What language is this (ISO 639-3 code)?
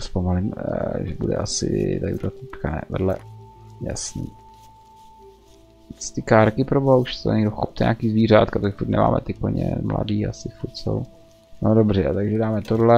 ces